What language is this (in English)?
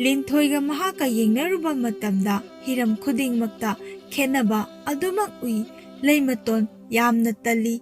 Manipuri